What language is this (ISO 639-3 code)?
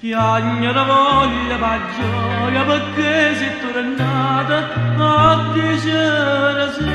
nap